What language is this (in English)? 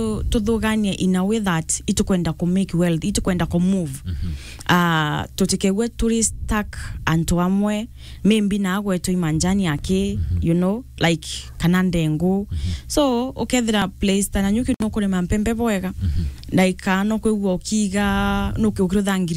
Meru